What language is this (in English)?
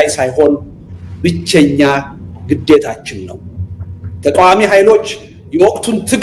Amharic